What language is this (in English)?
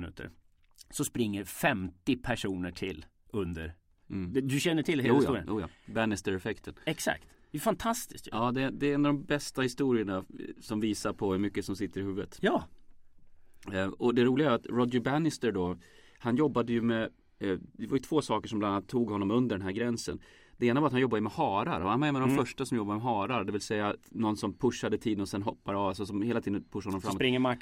Swedish